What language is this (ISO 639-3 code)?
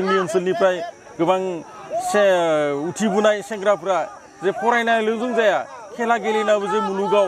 brx